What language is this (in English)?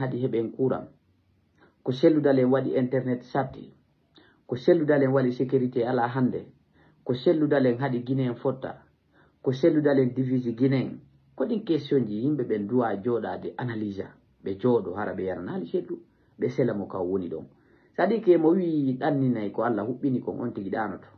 Fula